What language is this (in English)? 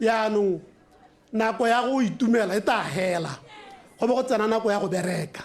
Tswana